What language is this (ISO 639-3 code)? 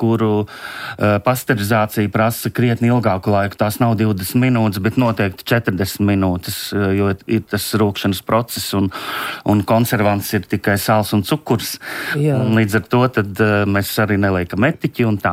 lav